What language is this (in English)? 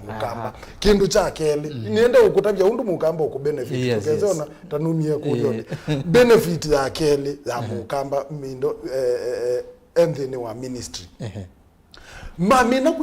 Kamba